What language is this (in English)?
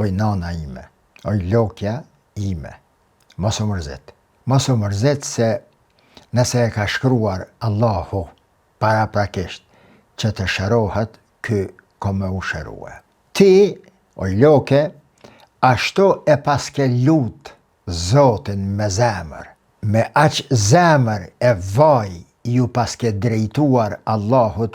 Albanian